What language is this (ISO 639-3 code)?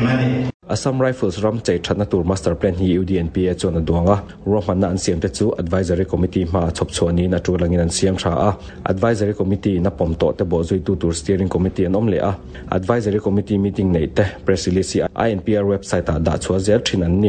lus